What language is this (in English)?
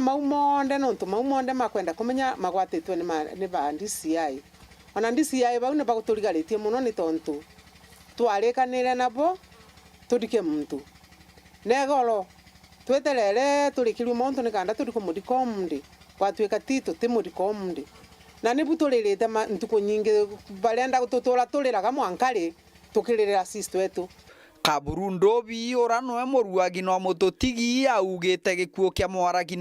Meru